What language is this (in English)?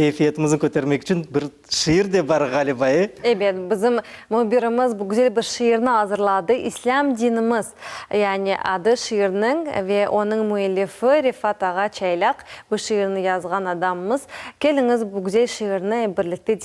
Crimean Tatar